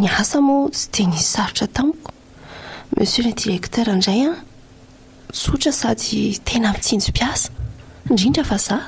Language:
Malagasy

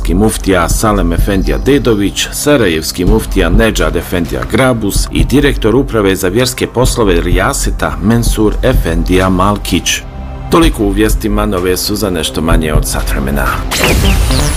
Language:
Bosnian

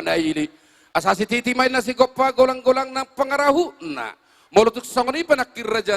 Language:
Batak Toba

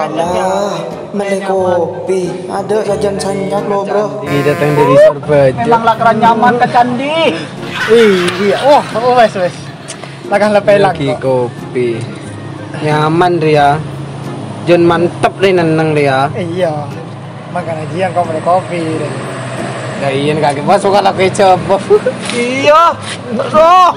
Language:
Madurese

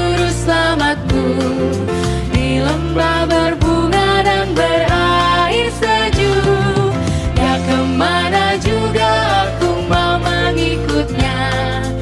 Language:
Indonesian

